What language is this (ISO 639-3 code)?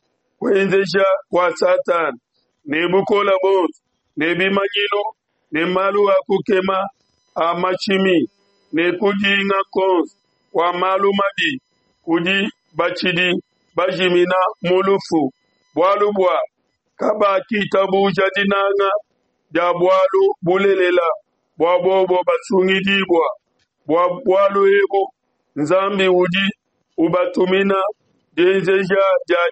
lua